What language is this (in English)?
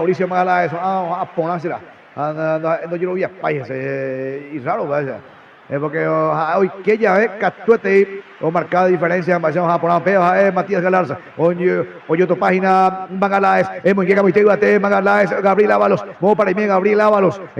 Guarani